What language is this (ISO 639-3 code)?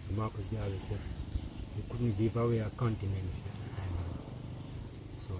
jam